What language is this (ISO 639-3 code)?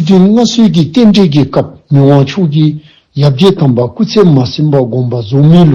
dzo